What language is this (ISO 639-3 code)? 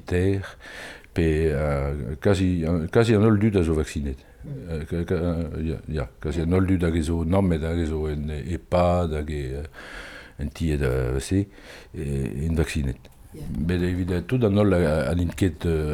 bre